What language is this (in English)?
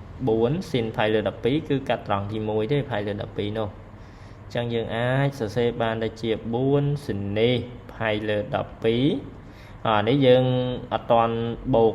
Khmer